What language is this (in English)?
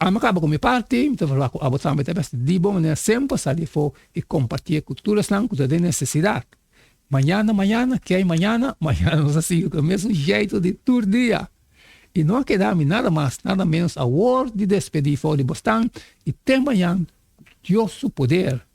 Papiamento